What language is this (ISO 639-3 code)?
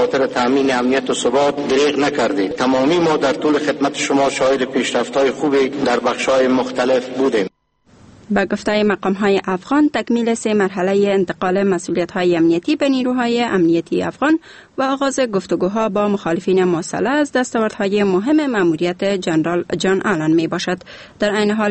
fas